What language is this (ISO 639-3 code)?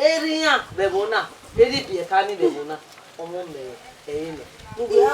bin